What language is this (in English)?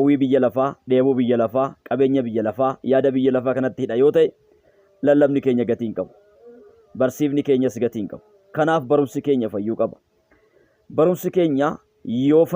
Oromo